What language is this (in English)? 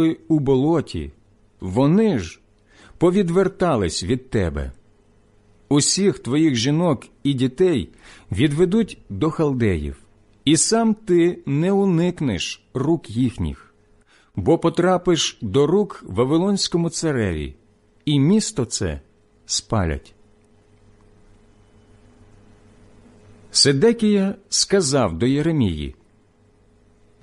Ukrainian